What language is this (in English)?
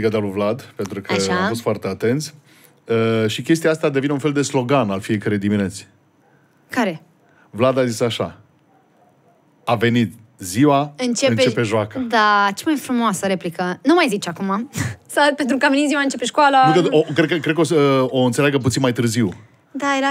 Romanian